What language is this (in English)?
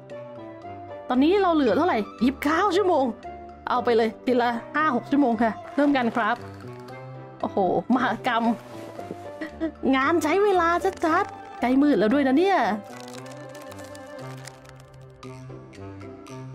Thai